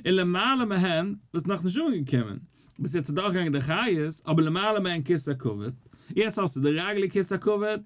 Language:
Yiddish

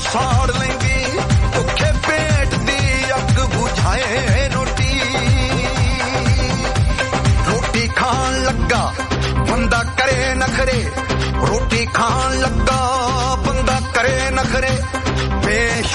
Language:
Punjabi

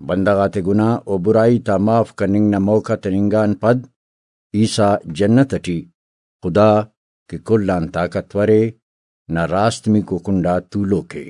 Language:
Brahui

